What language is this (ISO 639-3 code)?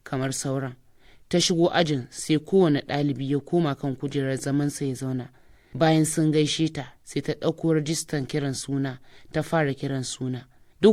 hau